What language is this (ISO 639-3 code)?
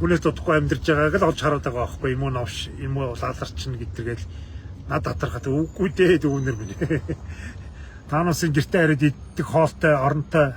mon